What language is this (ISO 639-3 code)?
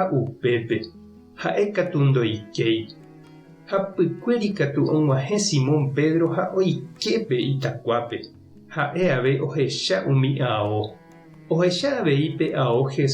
grn